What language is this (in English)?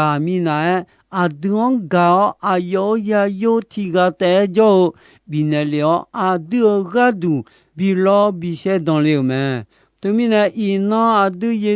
Akha